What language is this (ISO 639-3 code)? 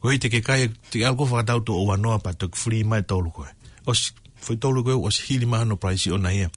ton